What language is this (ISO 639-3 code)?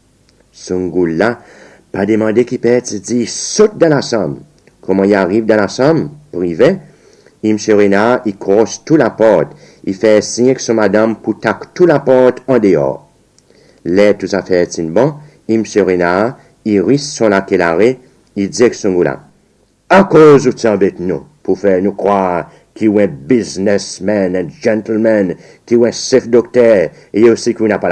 crs